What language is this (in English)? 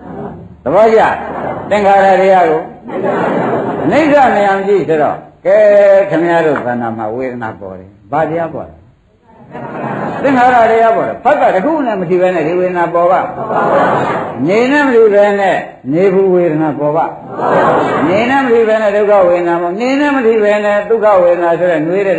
Burmese